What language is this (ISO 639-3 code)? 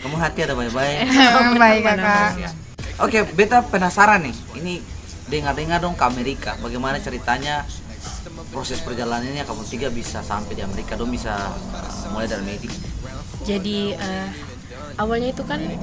abs